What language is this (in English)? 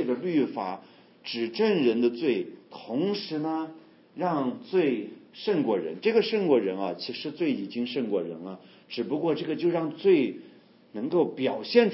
Chinese